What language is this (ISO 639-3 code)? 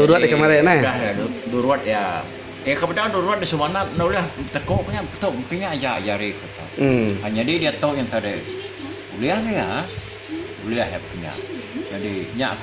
iba